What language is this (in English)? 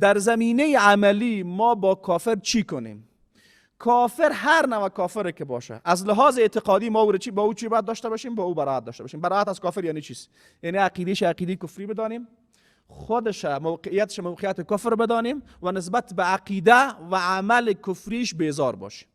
Persian